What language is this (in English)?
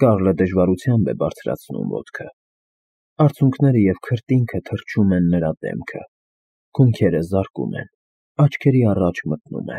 Armenian